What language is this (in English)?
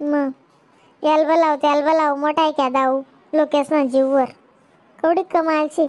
Khandesi